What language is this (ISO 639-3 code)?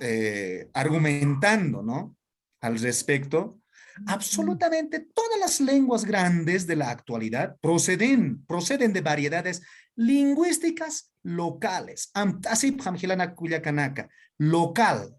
aym